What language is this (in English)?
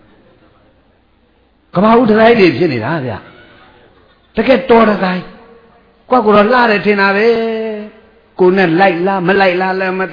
Burmese